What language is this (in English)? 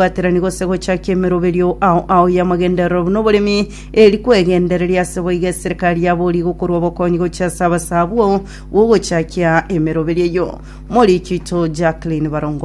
Gusii